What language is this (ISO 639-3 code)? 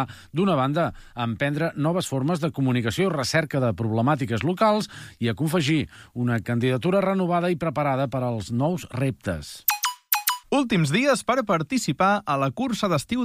cat